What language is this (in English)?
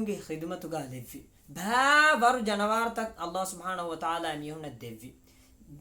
Divehi